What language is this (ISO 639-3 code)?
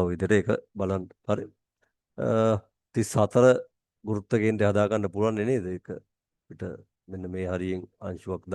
sin